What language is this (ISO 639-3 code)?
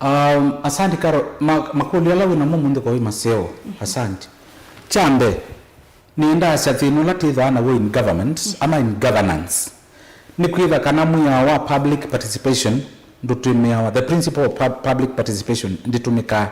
kam